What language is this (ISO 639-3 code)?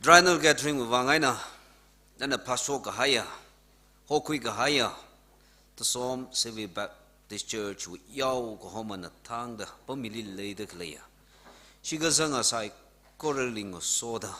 nmf